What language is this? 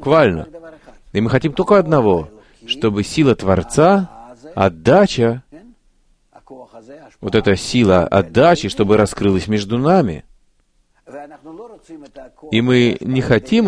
Russian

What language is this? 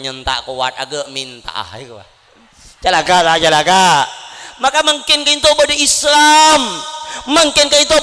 Madurese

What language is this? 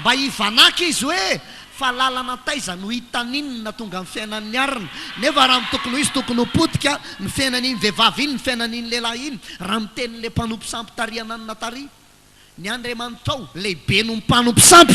Malagasy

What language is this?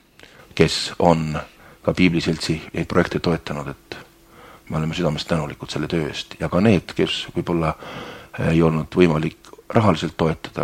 Estonian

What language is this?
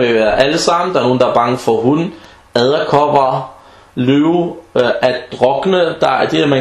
Danish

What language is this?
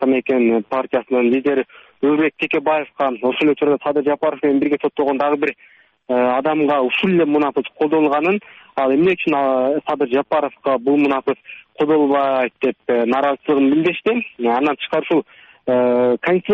Kyrgyz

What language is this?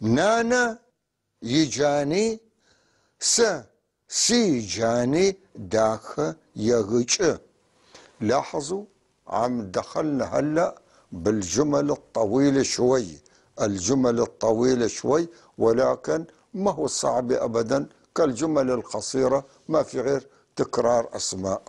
North Levantine Arabic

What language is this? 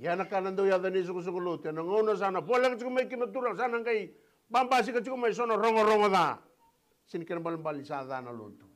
Fijian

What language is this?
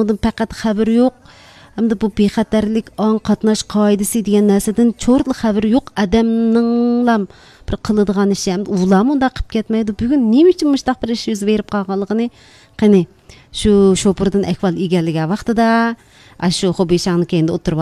Uyghur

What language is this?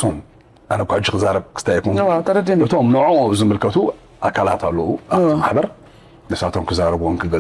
Tigrinya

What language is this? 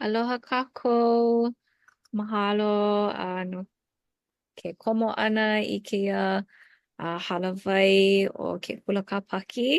Hawaiian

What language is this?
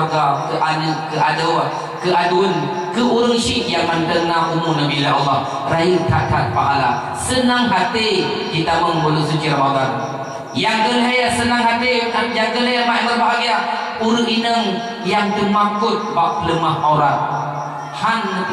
Achinese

